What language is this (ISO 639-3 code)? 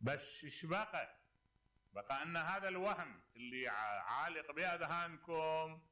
acm